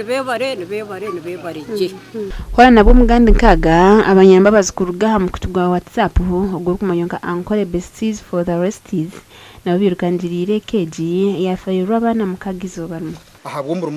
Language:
Nyankole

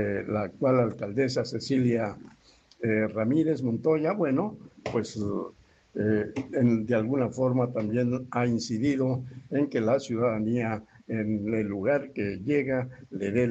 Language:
Spanish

